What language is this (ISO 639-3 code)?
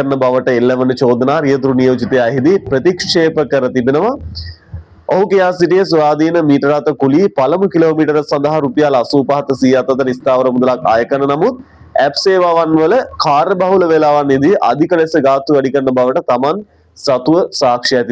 sin